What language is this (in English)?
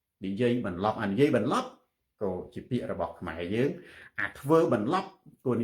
Khmer